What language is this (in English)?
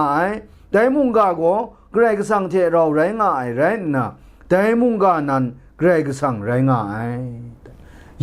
Kachin